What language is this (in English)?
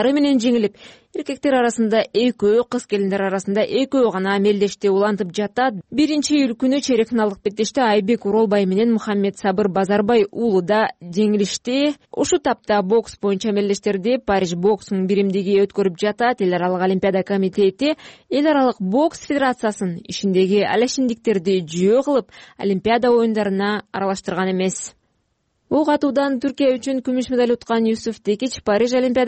Kyrgyz